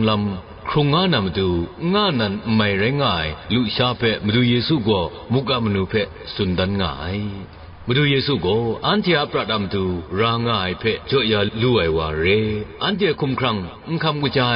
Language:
Kachin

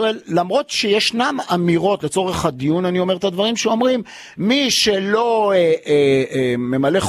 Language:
Hebrew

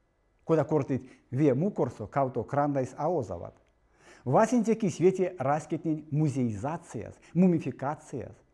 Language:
Erzya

